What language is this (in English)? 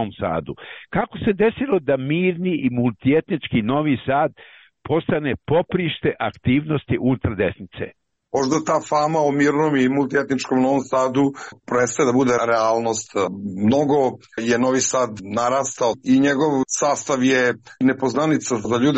Serbian